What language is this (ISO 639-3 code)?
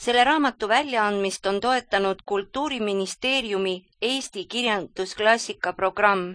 est